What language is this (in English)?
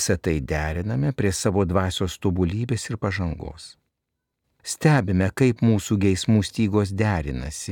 Lithuanian